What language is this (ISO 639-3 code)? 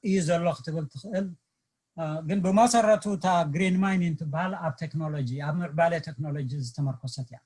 tir